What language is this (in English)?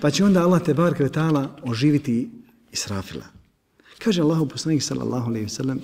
Bosnian